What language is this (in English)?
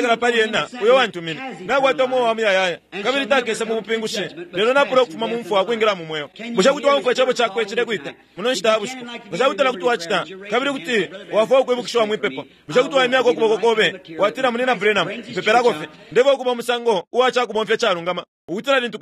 Bemba